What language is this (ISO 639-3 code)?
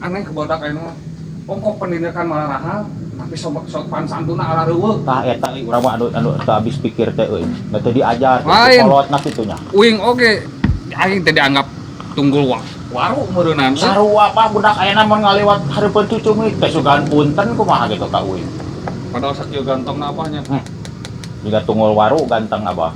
sun